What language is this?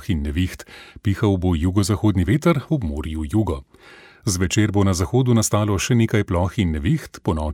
Slovenian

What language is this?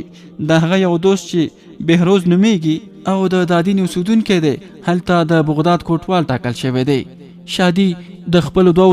Pashto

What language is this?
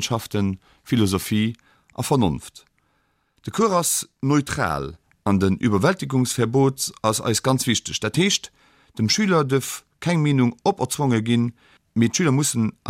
Luxembourgish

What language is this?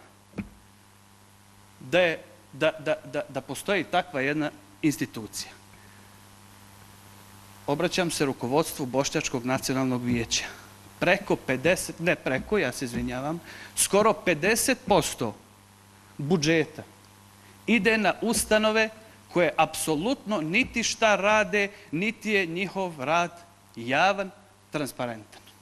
Bosnian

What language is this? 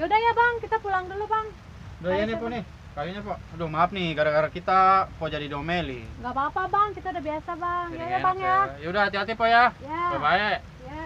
Betawi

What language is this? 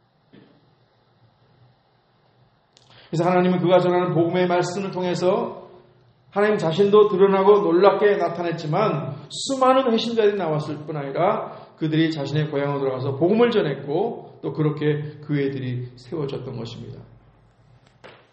Korean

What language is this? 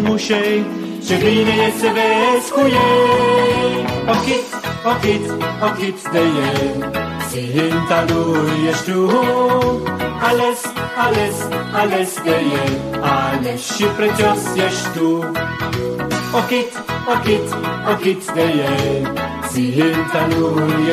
Romanian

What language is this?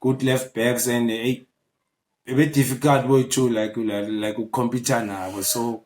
Zulu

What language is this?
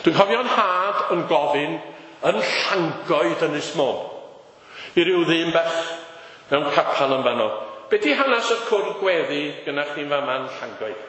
Welsh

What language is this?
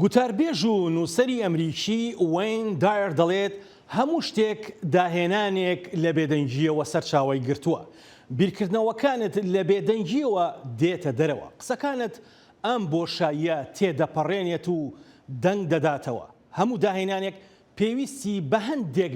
Central Kurdish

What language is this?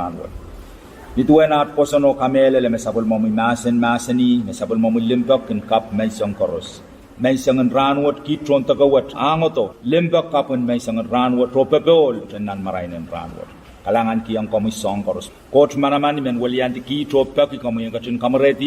Pohnpeian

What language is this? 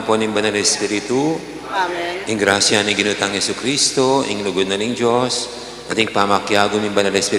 Pampanga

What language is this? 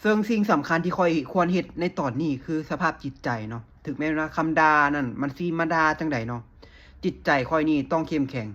Lao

